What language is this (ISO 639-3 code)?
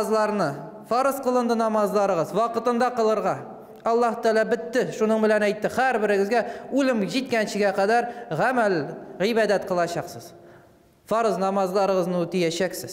tat